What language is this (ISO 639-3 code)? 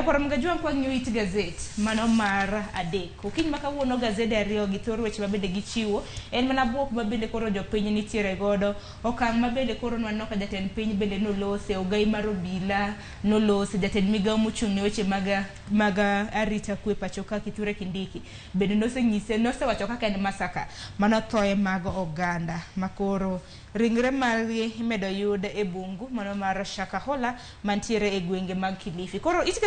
luo